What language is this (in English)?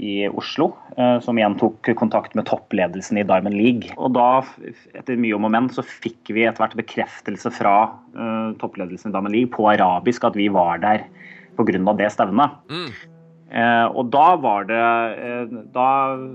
Norwegian